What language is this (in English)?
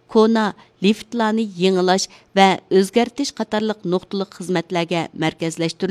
Uyghur